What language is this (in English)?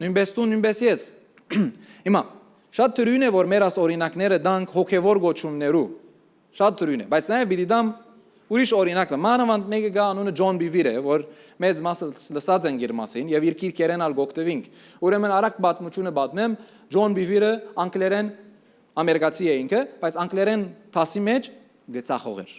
Western Armenian